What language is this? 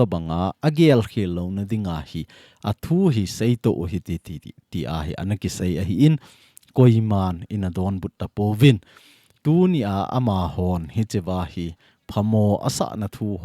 Thado Chin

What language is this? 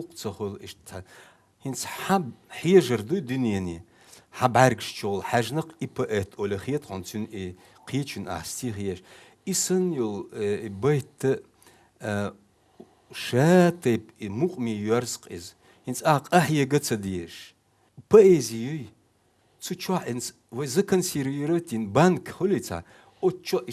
Chechen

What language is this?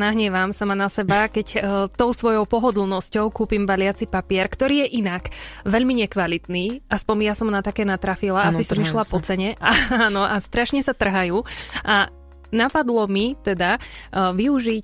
Slovak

